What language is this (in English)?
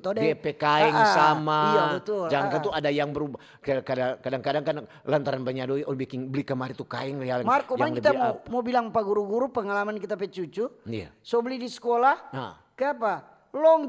Manado Malay